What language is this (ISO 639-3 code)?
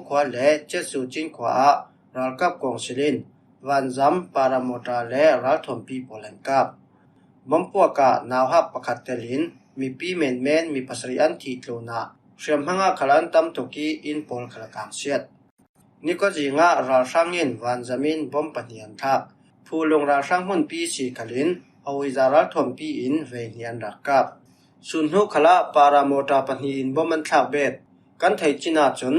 cfm